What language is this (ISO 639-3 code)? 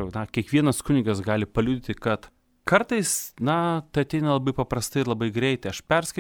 lit